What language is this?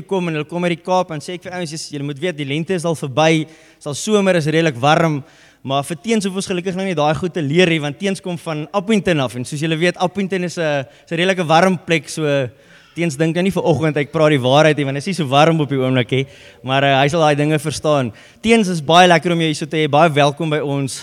Afrikaans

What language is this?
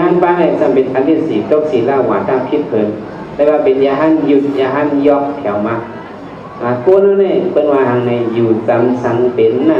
Shan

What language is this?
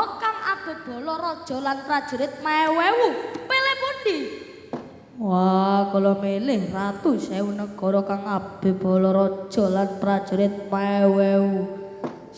Javanese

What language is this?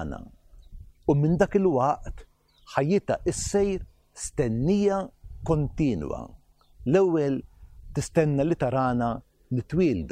Maltese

